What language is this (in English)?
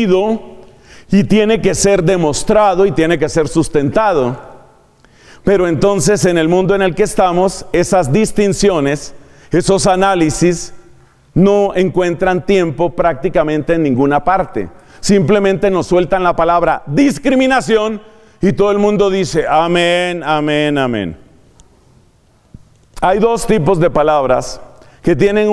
Spanish